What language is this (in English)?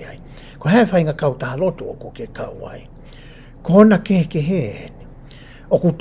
Tongan